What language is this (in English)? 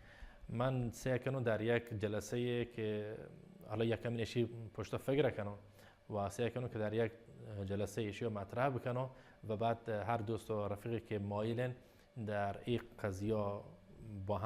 Baluchi